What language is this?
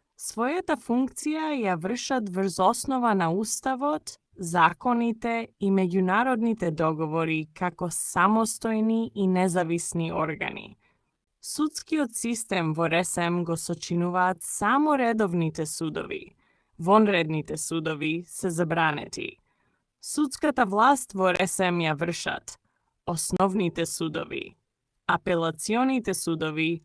Macedonian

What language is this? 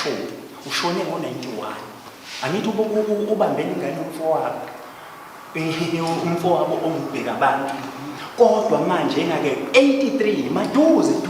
Zulu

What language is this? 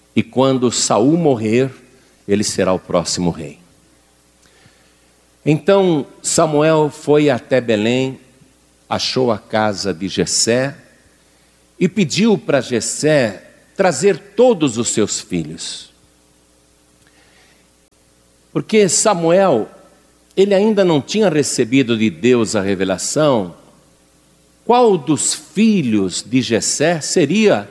Portuguese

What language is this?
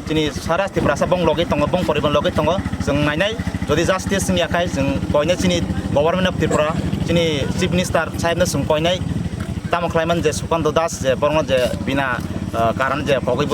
Kok Borok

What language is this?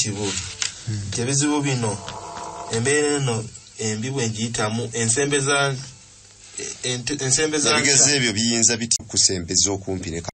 Ganda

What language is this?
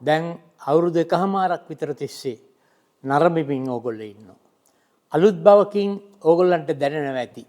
Sinhala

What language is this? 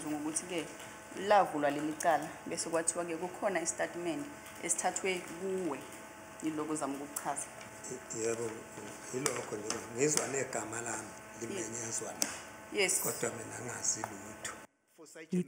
Zulu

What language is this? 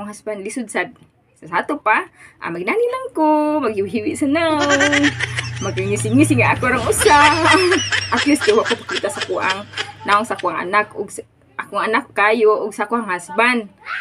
Cebuano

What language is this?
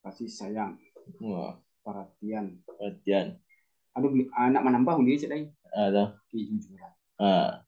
Minangkabau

